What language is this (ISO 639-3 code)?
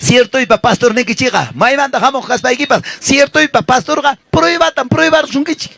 quy